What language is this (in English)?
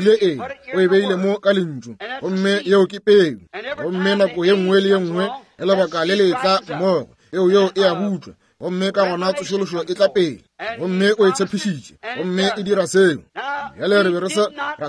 Northern Sotho